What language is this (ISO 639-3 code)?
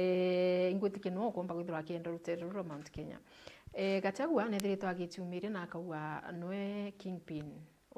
mer